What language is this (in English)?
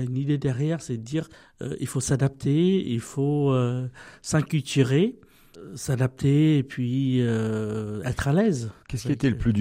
French